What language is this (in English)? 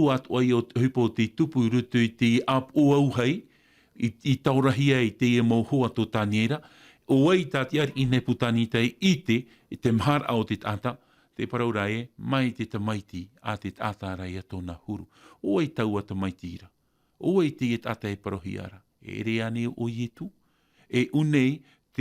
Tahitian